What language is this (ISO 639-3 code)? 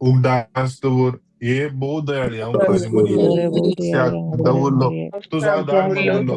kok